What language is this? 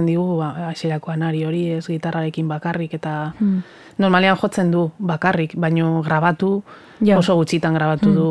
Basque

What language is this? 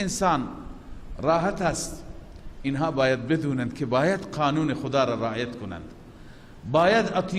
Persian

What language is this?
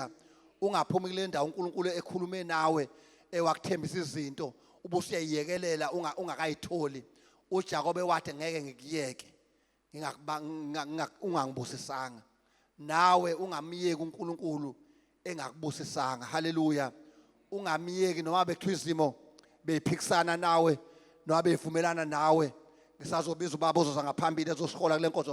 Zulu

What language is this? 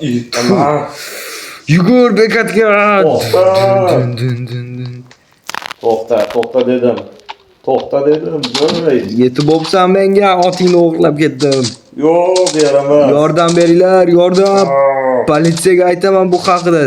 Uzbek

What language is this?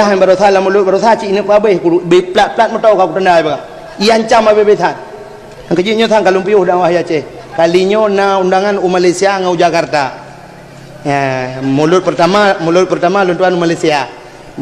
Achinese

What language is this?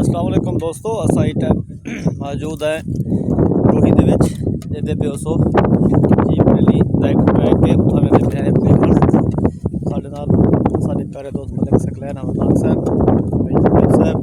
Saraiki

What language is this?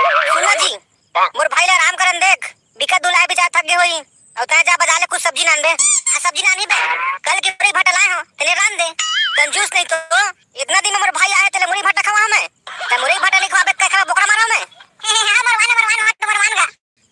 Chhattisgarhi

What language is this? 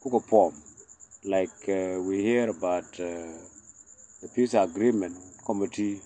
Nuer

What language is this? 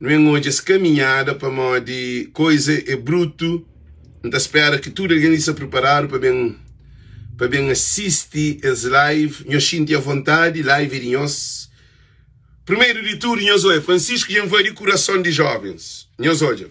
Kabuverdianu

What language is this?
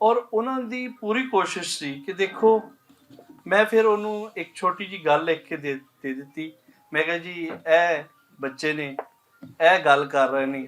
Western Panjabi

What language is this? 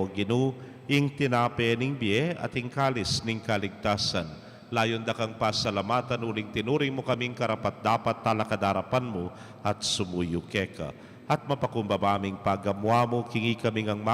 Pampanga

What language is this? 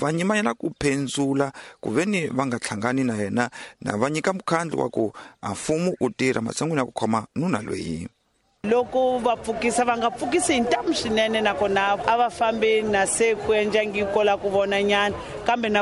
Tsonga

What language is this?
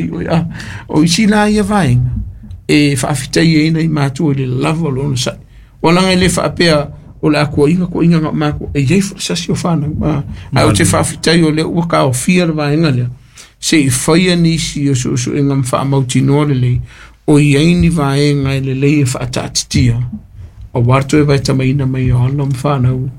Samoan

